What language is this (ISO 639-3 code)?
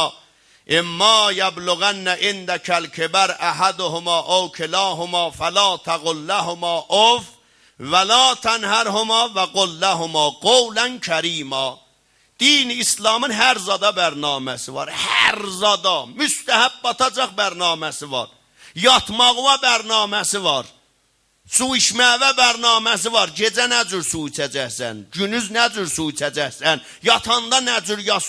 azb